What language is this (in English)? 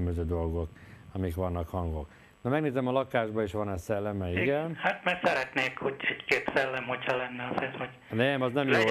Hungarian